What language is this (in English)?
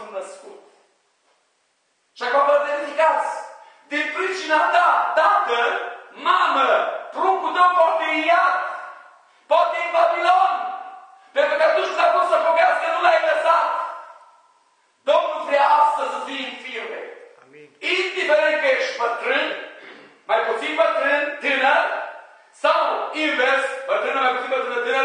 Romanian